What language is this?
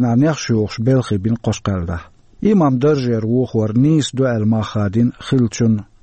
Chechen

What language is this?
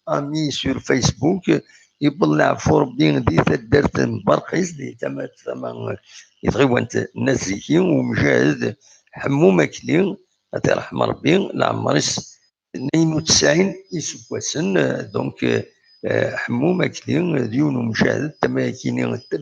Kabyle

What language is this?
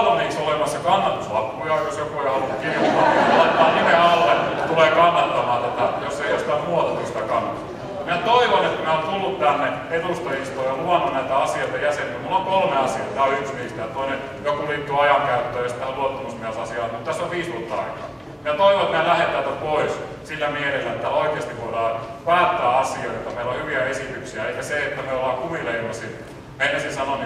Finnish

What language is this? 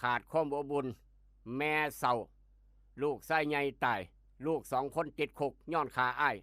Lao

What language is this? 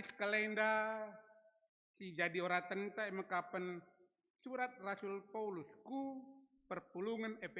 Batak Karo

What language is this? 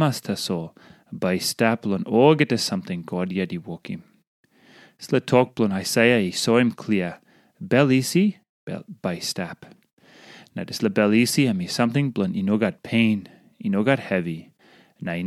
Tok Pisin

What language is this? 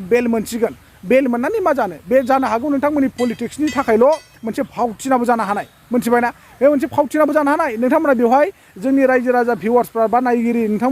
Bodo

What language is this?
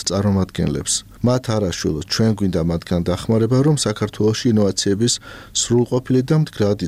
Georgian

